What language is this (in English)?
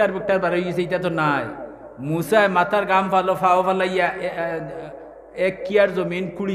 Sylheti